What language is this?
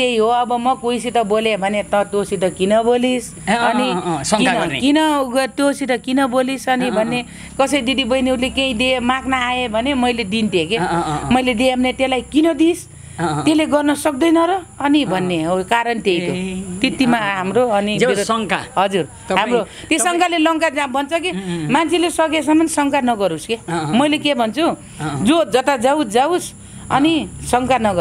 Nepali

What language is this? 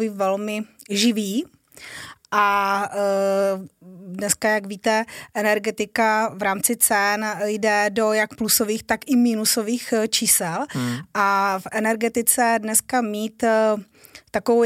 Czech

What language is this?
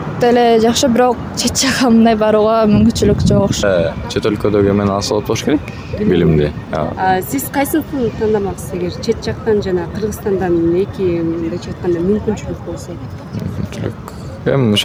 Kyrgyz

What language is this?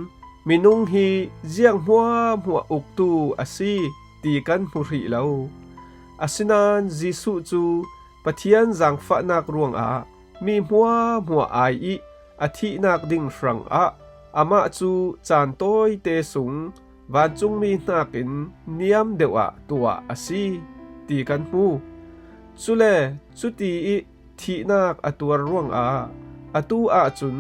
Falam Chin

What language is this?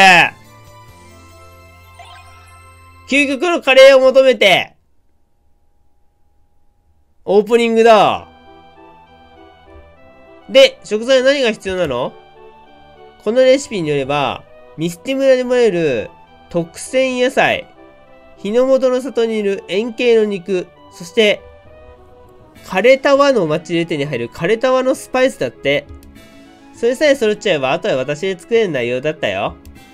Japanese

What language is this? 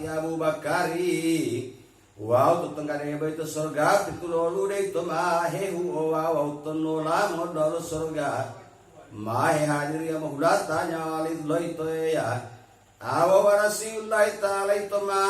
Gorontalo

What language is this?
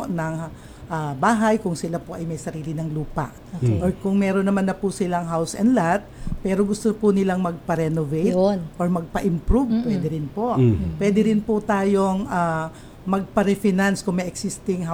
Filipino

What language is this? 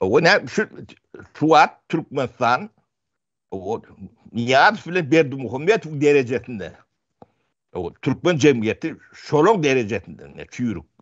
Turkmen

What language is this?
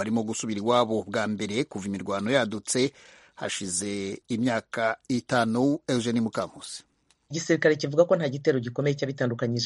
Kinyarwanda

